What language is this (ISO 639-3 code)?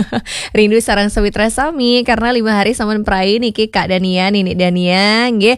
ban